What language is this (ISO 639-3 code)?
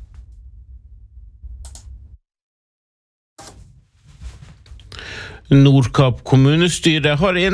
nor